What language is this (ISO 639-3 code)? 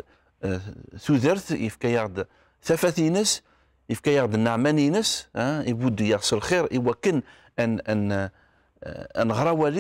kab